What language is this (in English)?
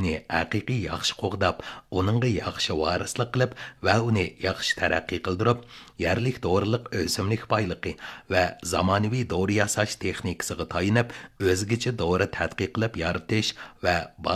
Uyghur